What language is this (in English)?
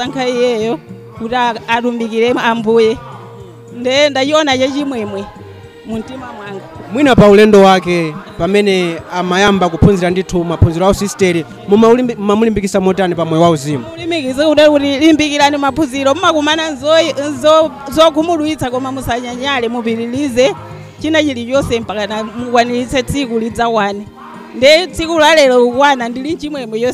Nyanja